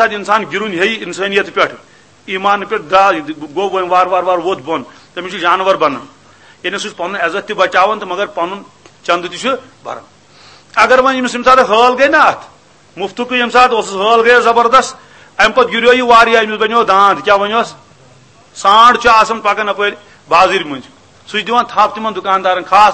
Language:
Kashmiri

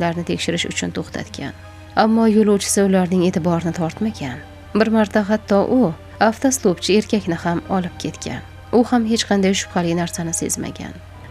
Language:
Uzbek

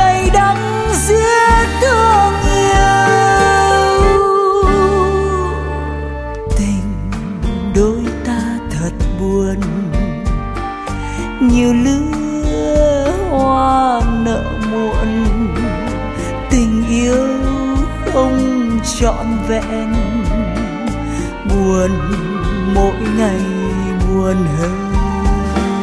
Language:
Vietnamese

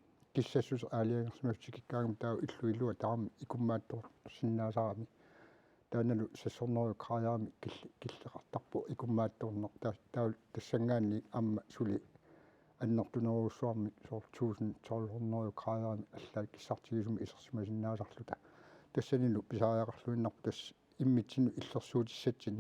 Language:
Kalaallisut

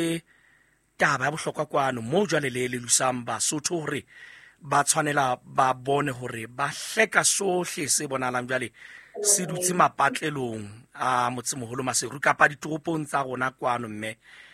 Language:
Southern Sotho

